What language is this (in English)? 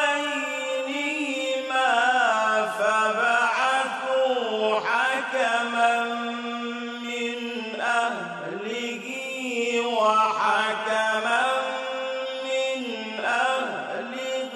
Arabic